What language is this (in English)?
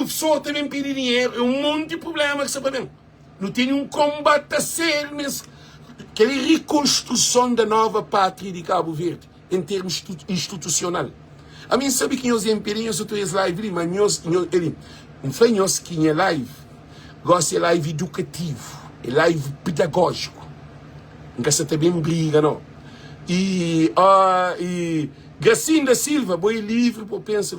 Kabuverdianu